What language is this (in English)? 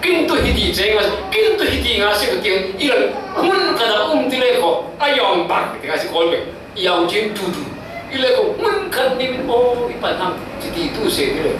Falam Chin